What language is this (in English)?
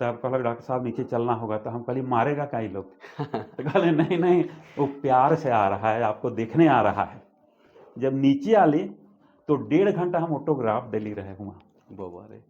Sadri